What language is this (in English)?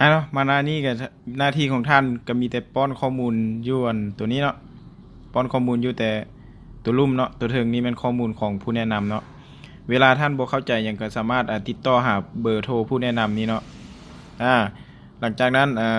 Lao